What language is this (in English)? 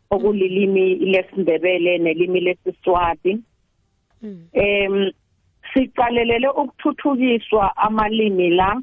South Ndebele